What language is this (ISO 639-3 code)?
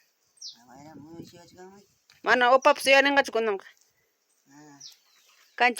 quy